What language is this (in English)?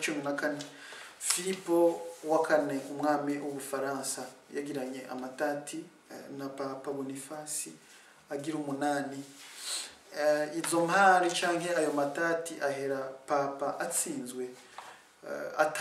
Rundi